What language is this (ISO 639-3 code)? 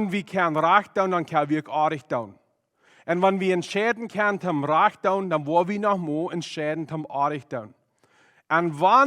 pdt